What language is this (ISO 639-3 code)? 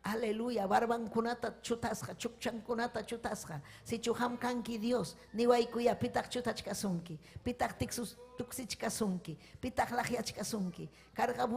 quy